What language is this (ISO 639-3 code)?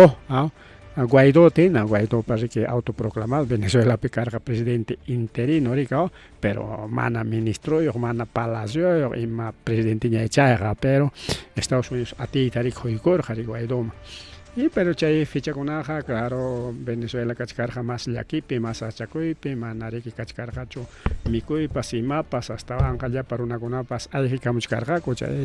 quy